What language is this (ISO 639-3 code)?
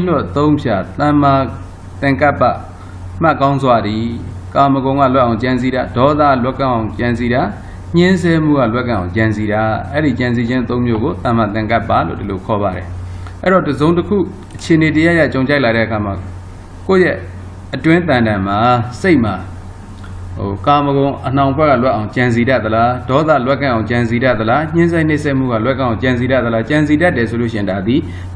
mya